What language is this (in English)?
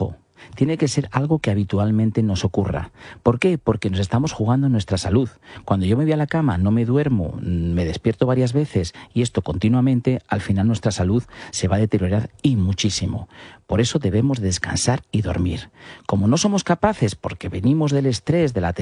Spanish